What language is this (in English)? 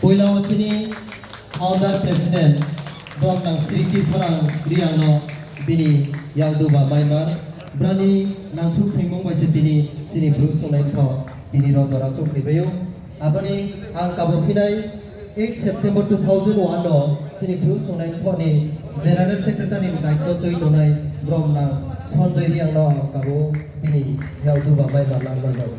Riang (India)